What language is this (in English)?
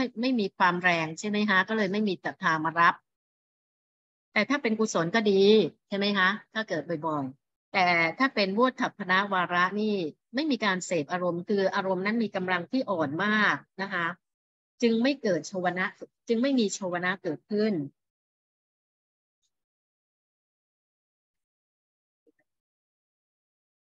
Thai